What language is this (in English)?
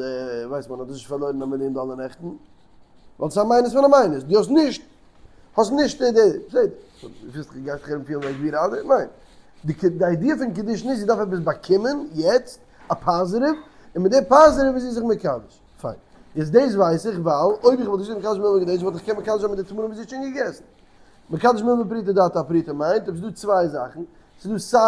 Yiddish